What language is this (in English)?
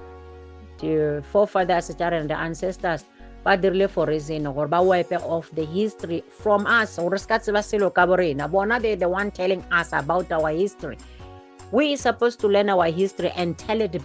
Northern Sotho